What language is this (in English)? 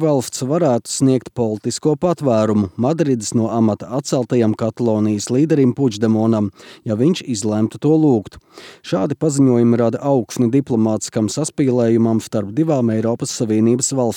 Latvian